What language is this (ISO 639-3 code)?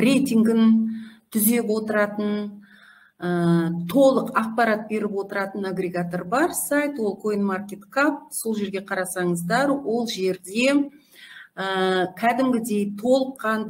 kaz